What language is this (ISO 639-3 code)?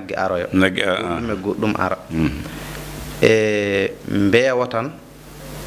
ful